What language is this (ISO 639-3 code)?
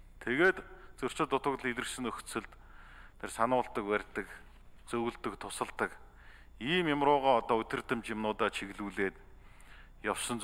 mon